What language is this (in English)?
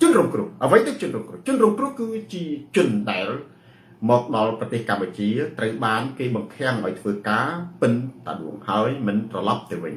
Khmer